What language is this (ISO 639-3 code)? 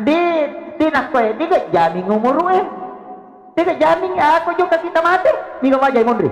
bug